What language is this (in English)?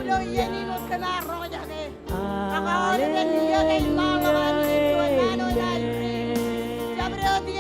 Marshallese